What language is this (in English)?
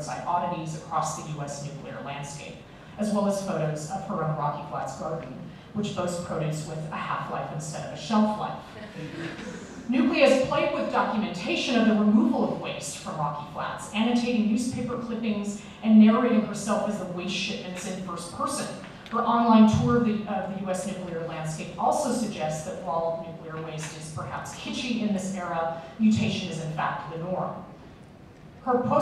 English